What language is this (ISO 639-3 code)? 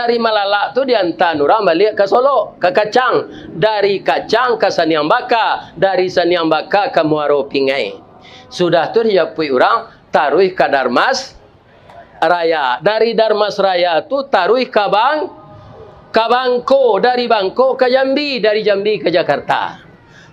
min